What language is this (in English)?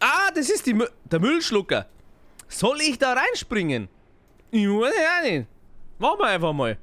Bavarian